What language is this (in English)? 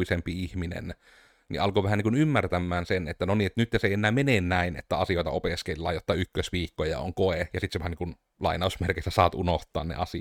Finnish